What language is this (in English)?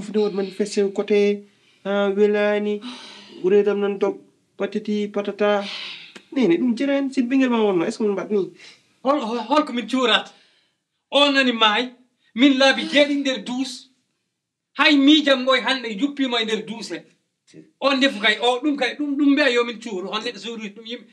Fula